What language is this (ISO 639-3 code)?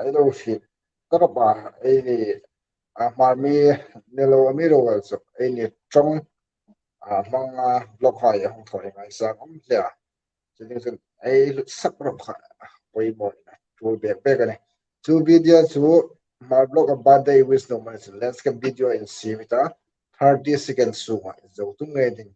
hmr